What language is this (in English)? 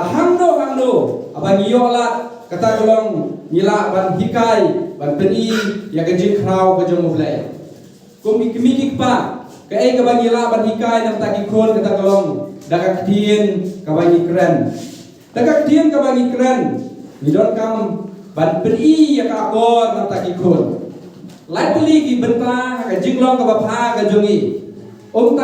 Khasi